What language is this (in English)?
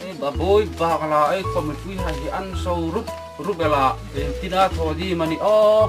Hmar